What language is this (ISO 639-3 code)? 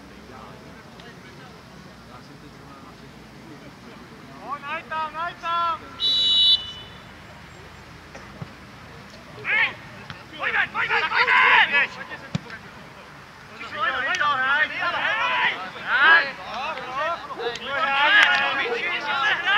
ces